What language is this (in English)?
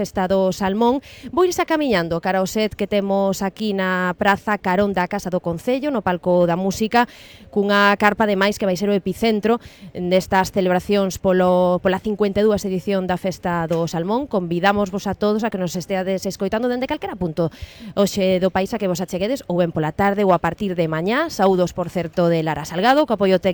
Galician